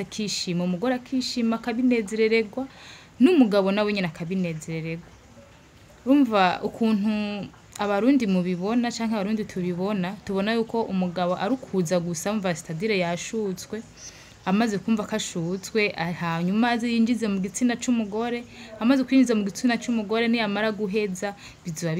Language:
Rundi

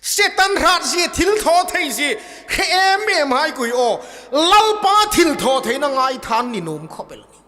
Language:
Hmar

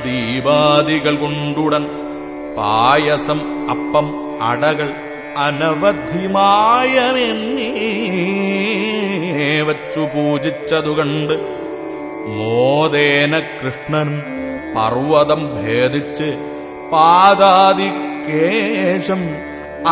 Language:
Malayalam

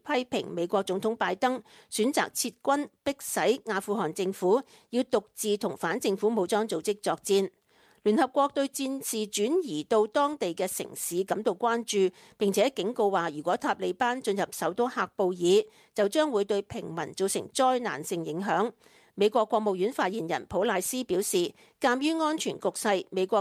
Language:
Cantonese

